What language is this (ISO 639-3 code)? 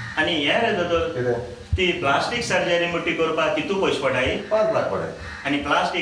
kok